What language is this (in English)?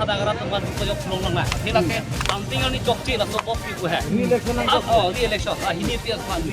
Karbi